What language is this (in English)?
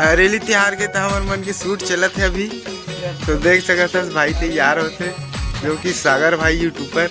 Chhattisgarhi